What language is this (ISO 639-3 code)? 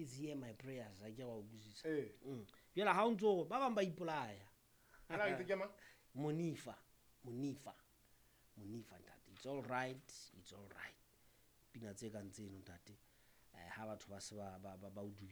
sot